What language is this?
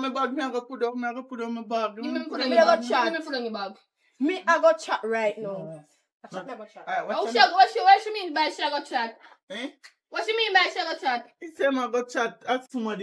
Jamaican Creole English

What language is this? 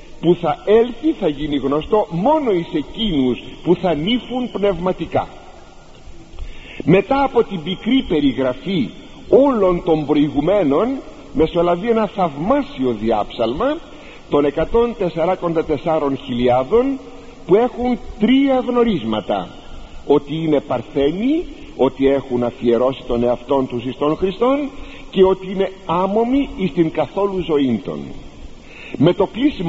Greek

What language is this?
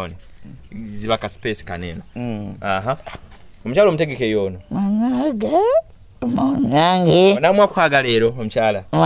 Ganda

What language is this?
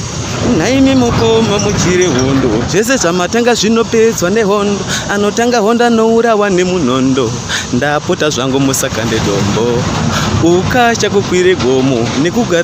Shona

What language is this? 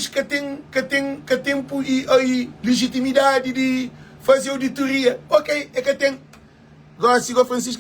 Kabuverdianu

